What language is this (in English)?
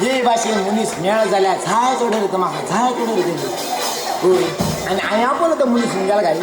Konkani